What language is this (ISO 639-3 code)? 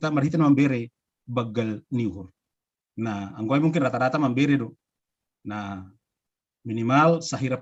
bts